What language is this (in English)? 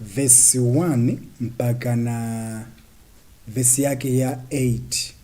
Nyanja